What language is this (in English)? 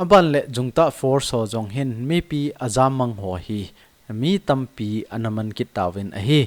Thado Chin